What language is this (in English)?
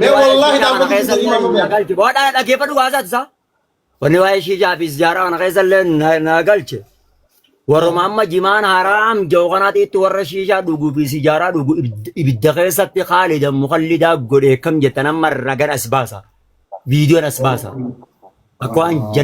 Oromo